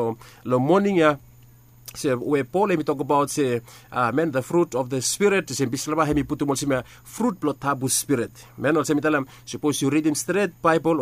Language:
Bislama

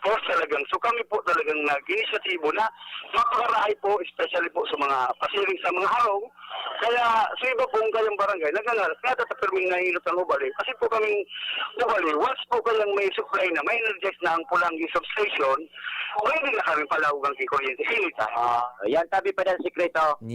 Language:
Bikol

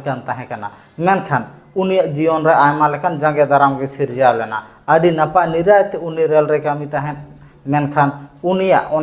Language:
Santali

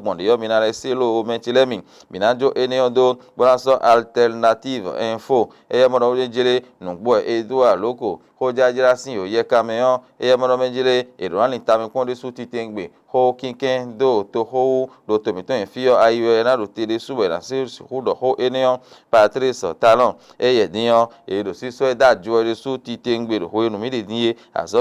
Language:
Fon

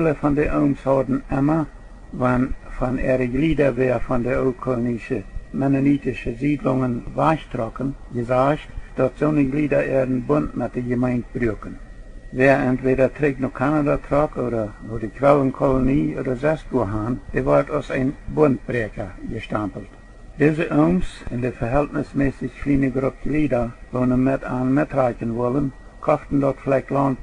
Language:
Plautdietsch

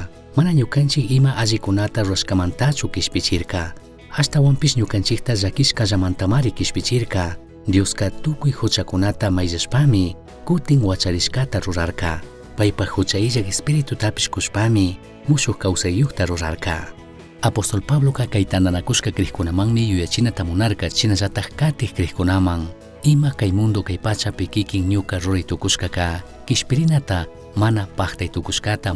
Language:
Chimborazo Highland Quichua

